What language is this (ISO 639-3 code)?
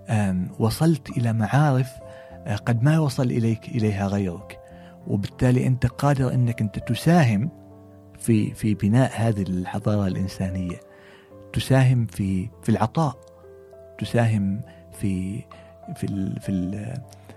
afb